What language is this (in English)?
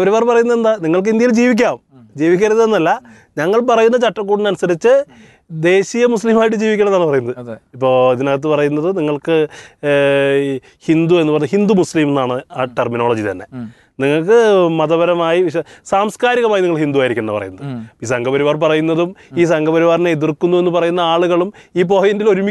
Malayalam